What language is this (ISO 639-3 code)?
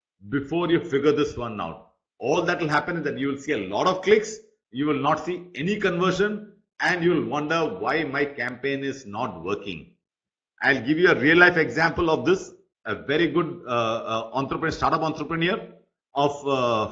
eng